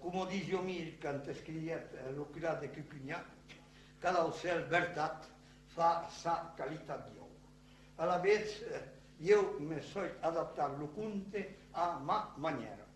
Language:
Occitan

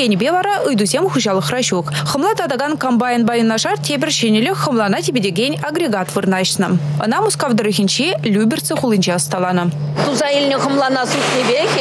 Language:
Chuvash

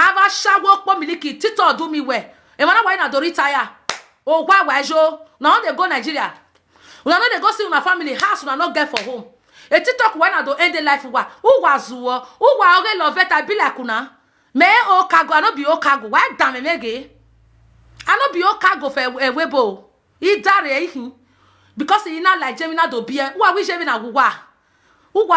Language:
Nigerian Pidgin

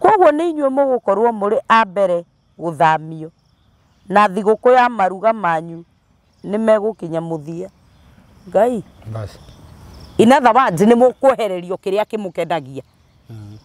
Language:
Kikuyu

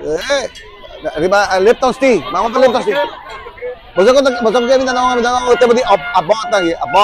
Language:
Papiamento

